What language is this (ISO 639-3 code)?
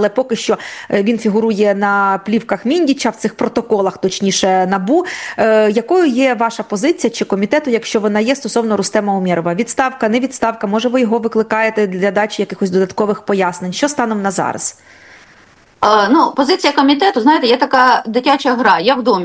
ukr